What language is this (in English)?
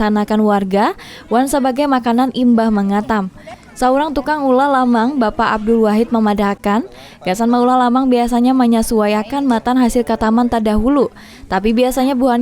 Banjar